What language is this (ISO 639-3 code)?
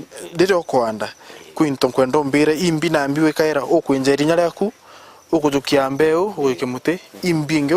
mer